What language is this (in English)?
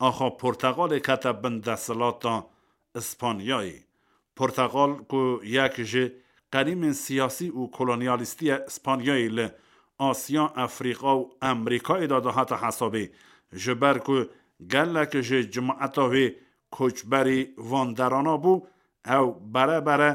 Kurdish